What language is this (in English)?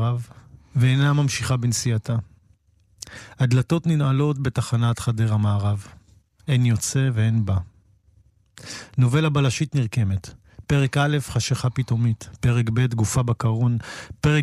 Hebrew